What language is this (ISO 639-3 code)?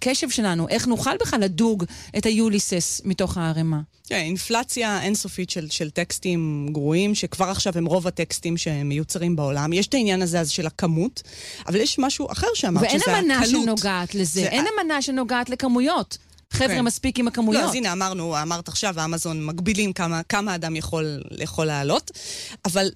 heb